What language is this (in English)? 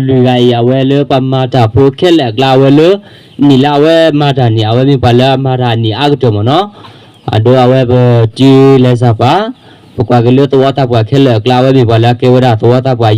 S'gaw Karen